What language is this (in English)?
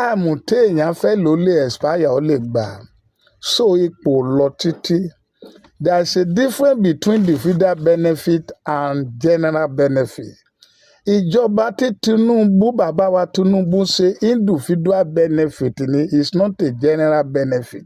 Yoruba